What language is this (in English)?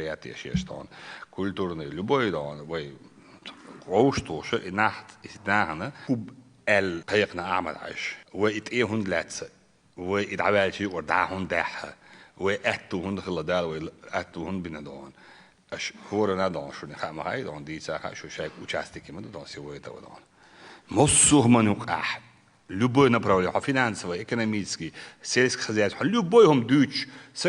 Chechen